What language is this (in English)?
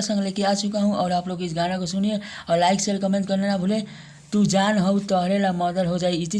Bhojpuri